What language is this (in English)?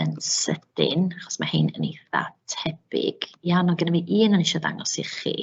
Welsh